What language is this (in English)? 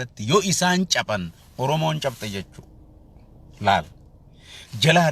Oromo